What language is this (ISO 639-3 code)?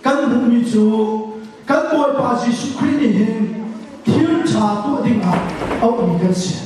cnh